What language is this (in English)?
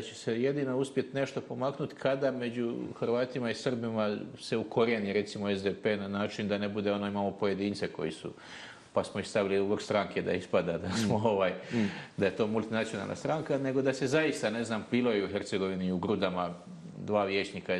Bosnian